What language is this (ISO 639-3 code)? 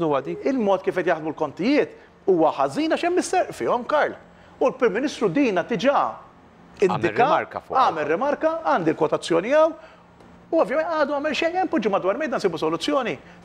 mlt